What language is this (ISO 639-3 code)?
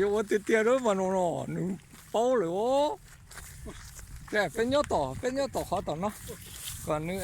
hmn